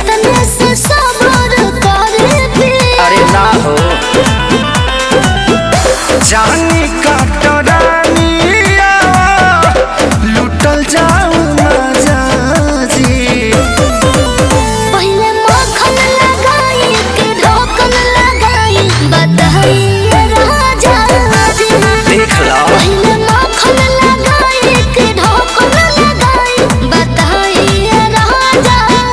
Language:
Bhojpuri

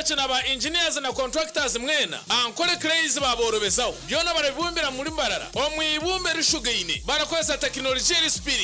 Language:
Nyankole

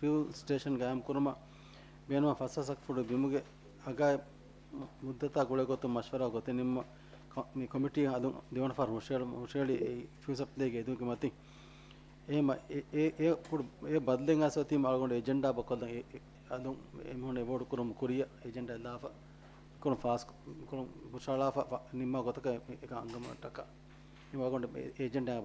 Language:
Divehi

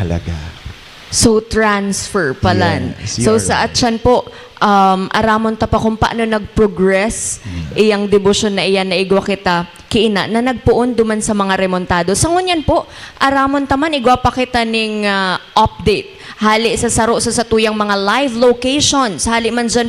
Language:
Bikol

